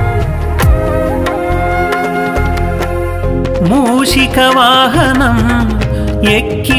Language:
Telugu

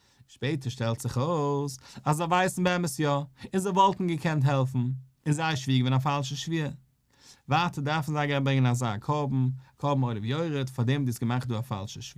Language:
Yiddish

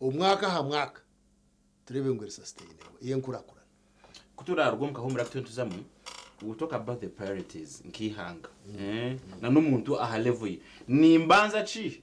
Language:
Nyankole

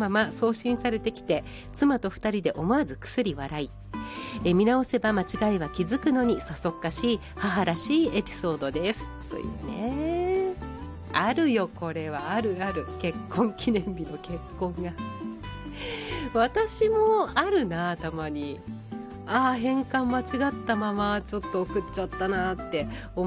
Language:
Japanese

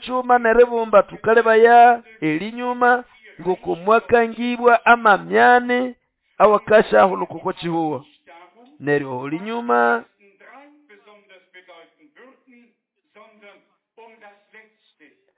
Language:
Nande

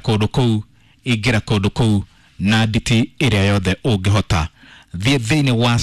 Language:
Kikuyu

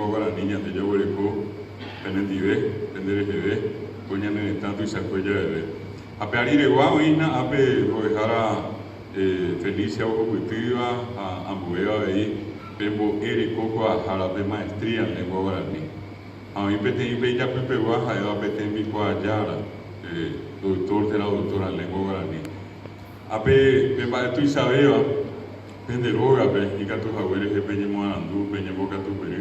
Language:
Guarani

